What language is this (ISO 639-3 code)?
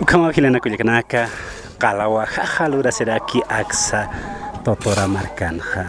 aym